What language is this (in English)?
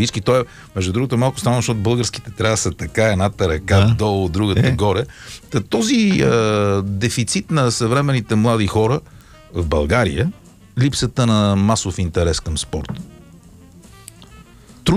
Bulgarian